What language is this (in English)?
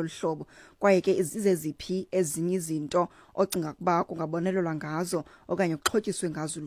Xhosa